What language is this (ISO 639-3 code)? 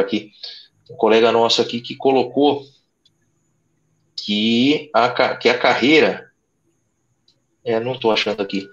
por